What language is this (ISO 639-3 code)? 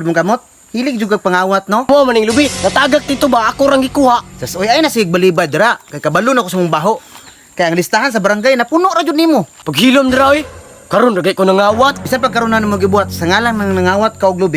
ceb